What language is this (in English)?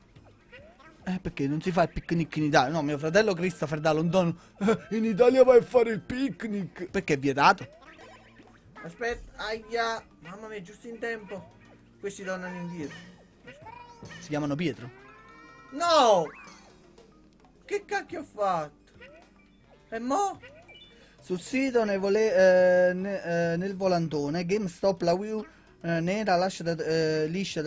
Italian